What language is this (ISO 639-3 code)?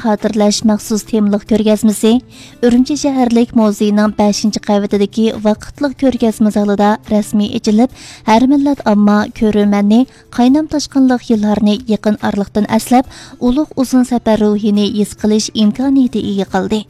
uig